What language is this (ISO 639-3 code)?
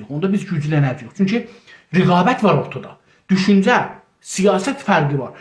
azb